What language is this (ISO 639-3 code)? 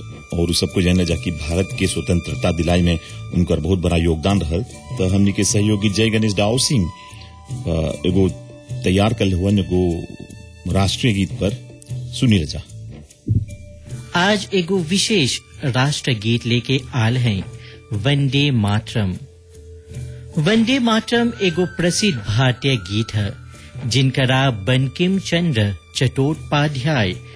bho